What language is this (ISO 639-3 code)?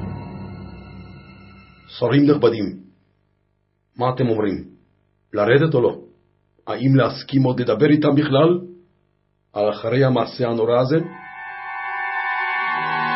heb